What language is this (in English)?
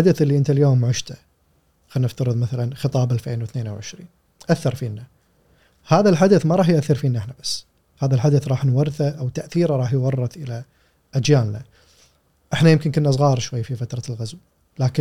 Gulf Arabic